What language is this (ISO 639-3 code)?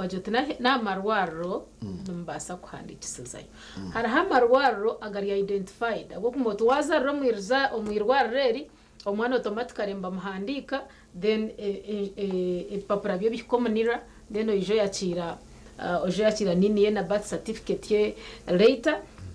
nyn